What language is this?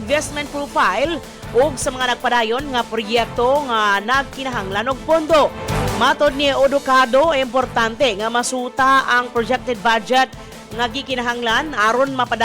Cebuano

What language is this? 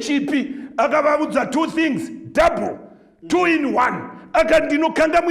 Shona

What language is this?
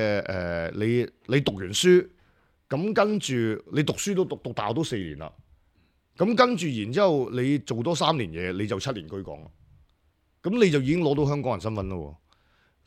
Cantonese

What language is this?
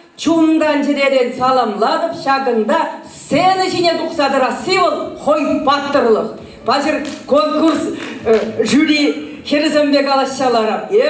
Chuvash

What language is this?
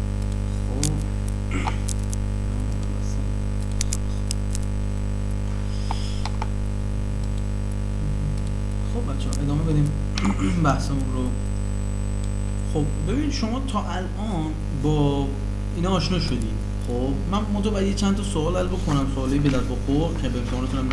Persian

